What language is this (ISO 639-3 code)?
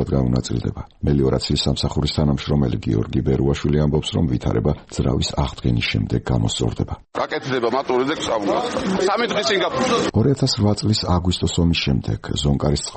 kat